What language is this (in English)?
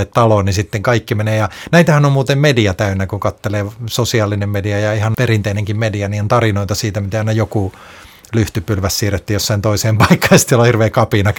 Finnish